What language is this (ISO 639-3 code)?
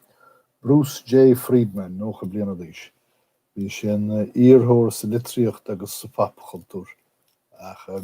gle